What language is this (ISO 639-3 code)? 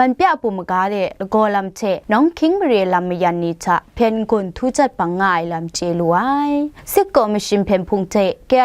kac